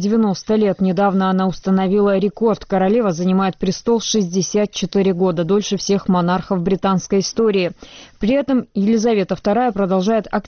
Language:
Russian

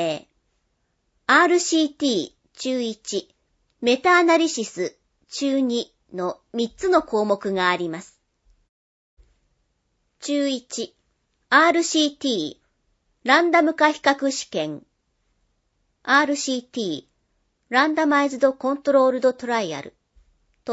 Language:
Japanese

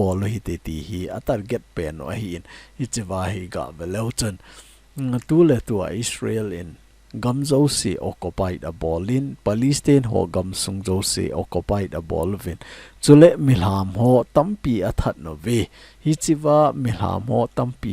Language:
Thado Chin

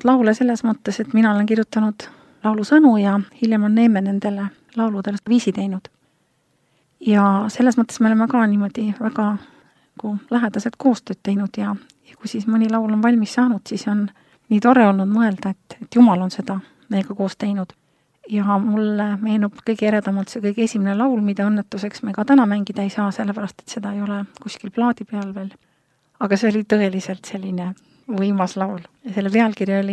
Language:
Estonian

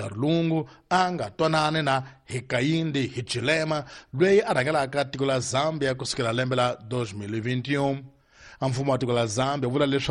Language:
Tsonga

